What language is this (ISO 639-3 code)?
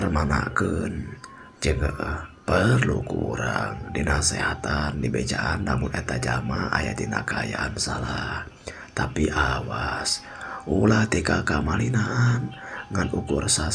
sun